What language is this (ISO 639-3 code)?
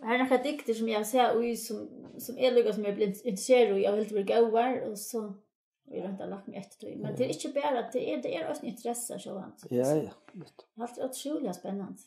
fao